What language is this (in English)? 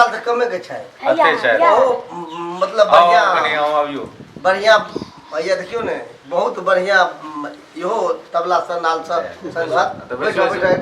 Maithili